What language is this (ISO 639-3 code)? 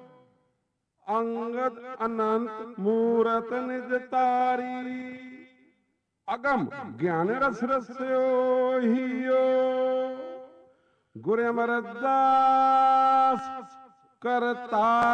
pan